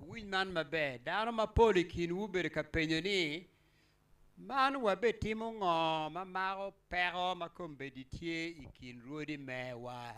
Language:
Acoli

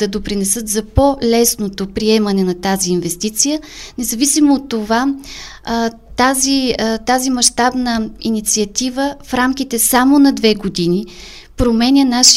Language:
Bulgarian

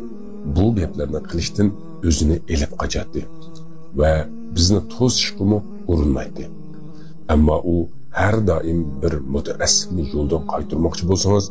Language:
Uyghur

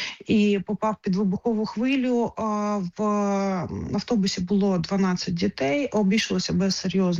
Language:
Ukrainian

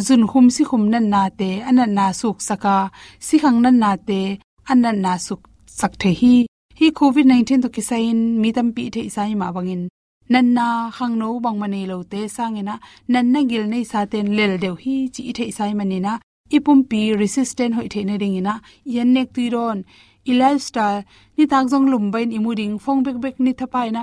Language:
Tedim Chin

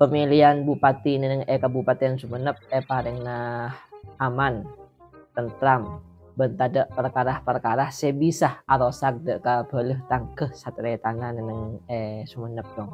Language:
Madurese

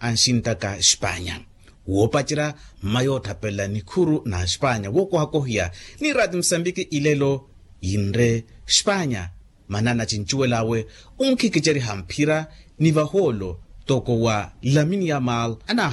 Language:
Makhuwa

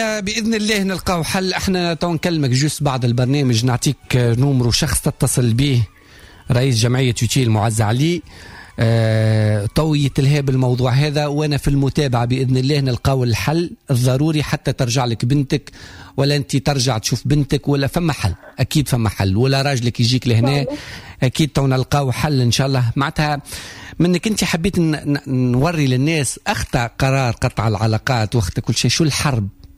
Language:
Tunisian Arabic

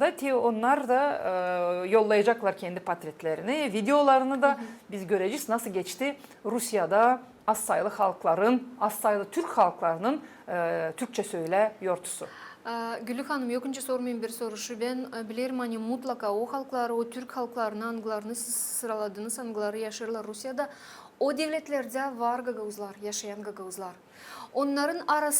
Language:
Gagauz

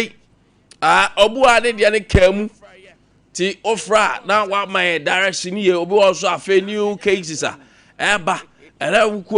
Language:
Akan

